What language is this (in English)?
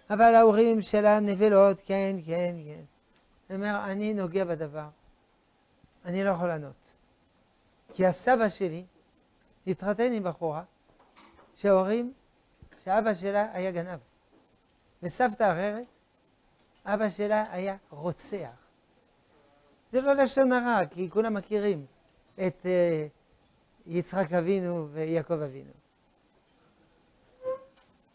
Hebrew